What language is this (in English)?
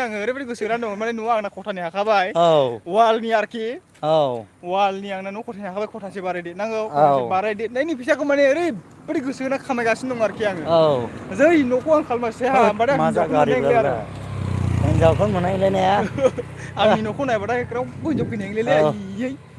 Bodo